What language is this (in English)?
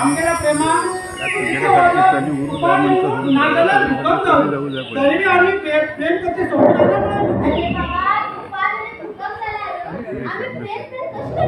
Konkani